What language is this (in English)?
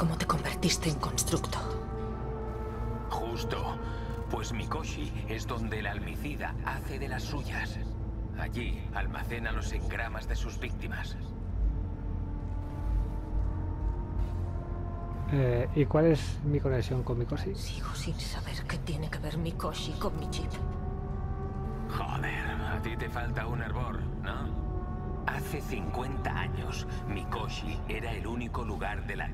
Spanish